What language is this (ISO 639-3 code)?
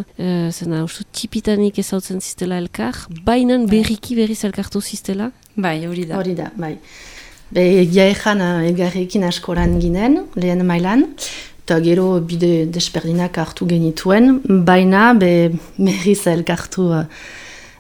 eus